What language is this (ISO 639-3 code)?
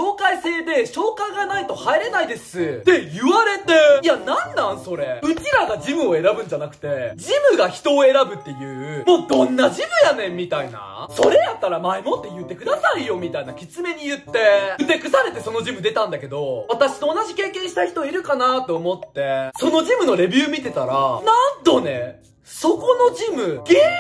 jpn